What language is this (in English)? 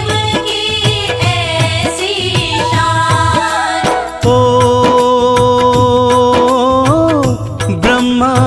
Hindi